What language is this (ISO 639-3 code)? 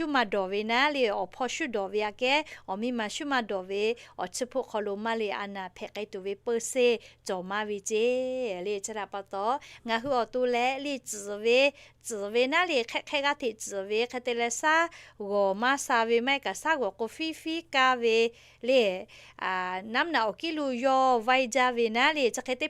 lhu